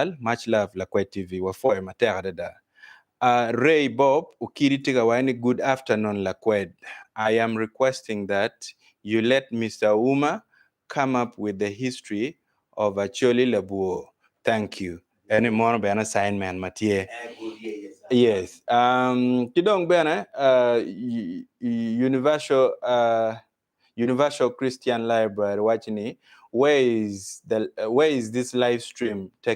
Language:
Acoli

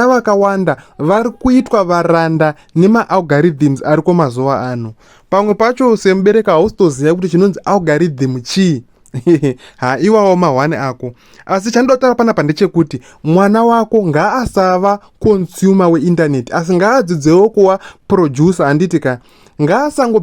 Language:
Shona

